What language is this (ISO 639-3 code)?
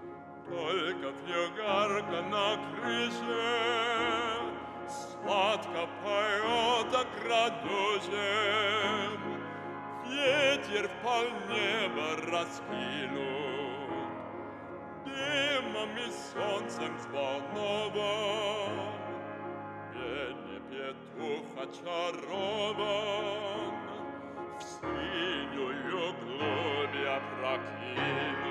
rus